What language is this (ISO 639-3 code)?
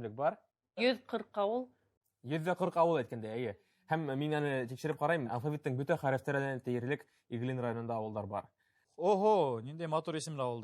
bak